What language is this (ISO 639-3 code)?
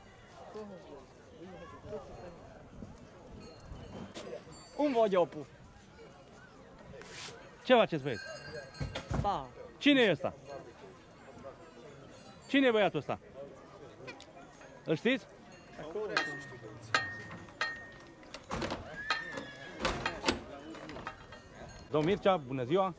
ron